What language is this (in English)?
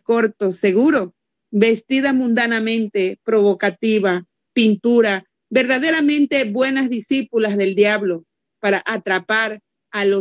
Spanish